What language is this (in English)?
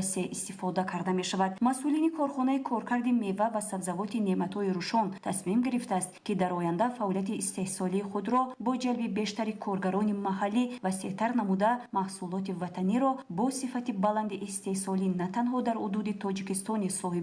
Tajik